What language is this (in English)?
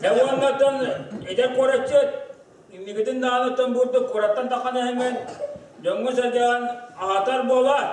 Yakut